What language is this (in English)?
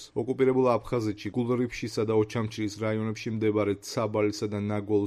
Georgian